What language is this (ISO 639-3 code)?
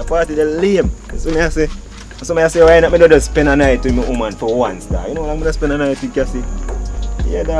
jam